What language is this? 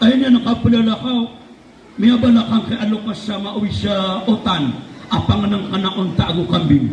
Maranao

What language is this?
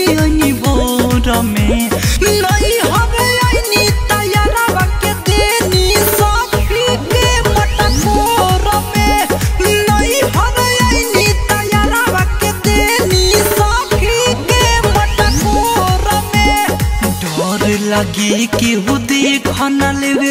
Bhojpuri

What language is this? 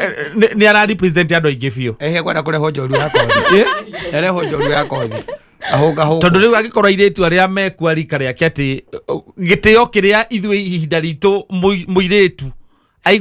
Kikuyu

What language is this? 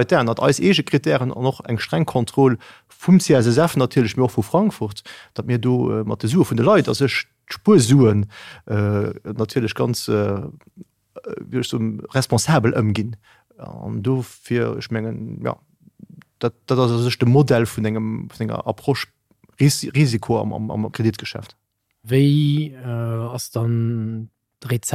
Luxembourgish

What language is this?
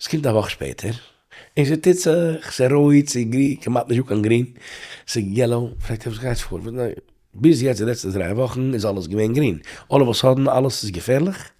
Yiddish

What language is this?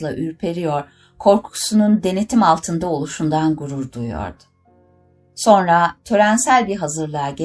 Turkish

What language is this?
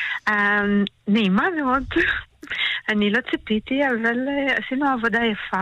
Hebrew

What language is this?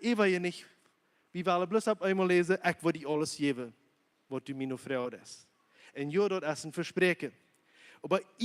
Plautdietsch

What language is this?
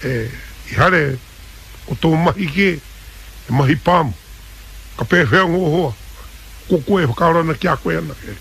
Māori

